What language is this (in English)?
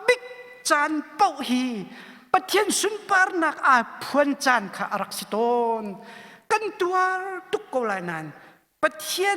Hakha Chin